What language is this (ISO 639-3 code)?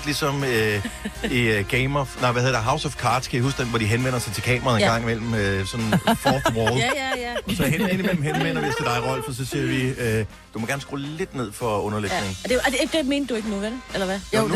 dan